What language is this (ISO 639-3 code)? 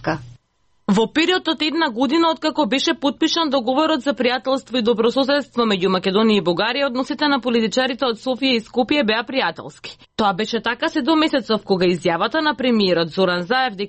mkd